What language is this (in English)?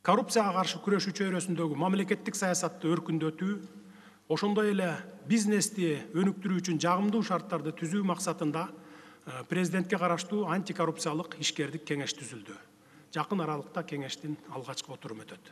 Kyrgyz